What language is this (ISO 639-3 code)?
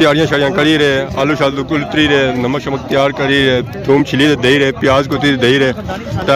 phr